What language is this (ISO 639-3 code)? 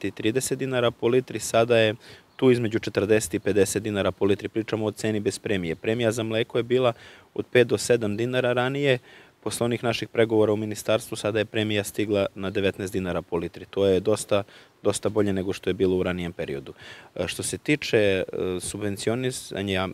srp